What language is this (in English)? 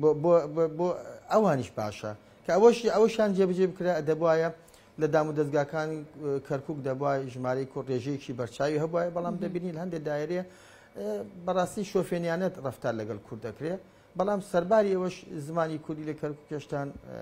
Central Kurdish